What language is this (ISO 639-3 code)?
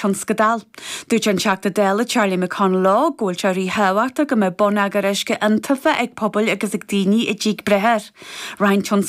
gle